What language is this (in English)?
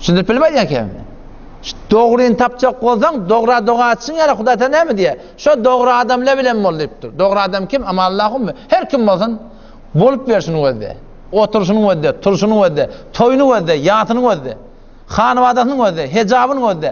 Turkmen